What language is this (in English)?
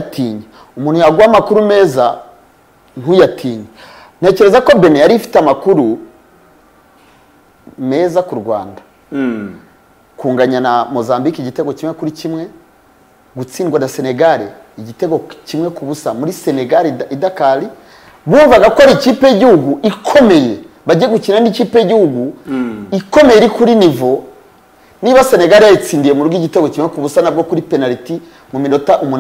Kinyarwanda